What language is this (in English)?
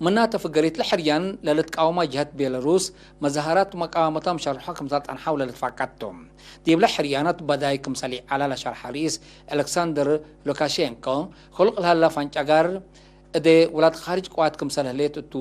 Tigre